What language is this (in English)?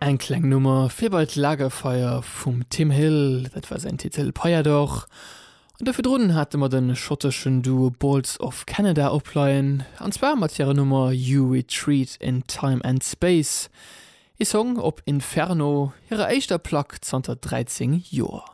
Luxembourgish